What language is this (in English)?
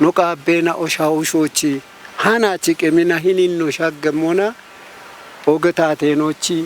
Kafa